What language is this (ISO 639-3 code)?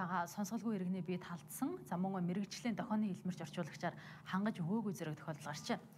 mon